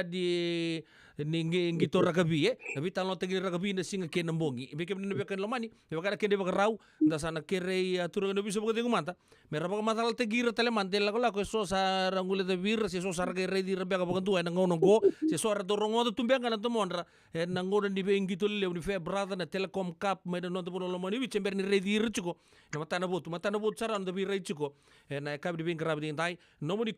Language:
Fijian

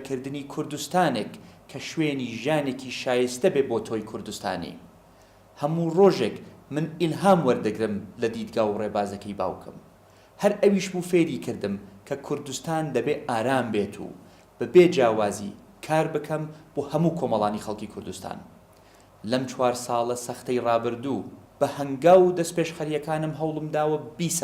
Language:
Central Kurdish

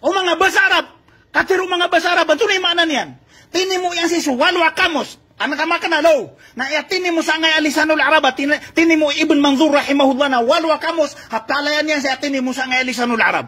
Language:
Maranao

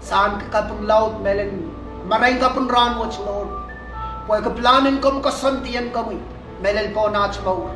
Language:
Pohnpeian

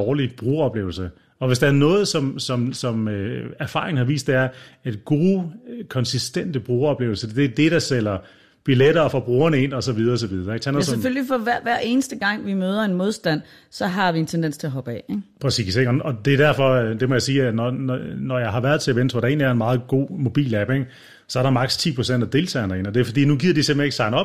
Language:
Danish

